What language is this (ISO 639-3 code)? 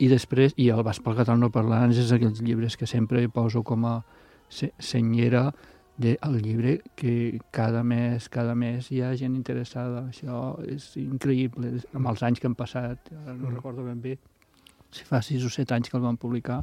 cat